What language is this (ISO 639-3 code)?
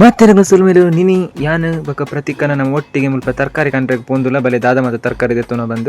tcy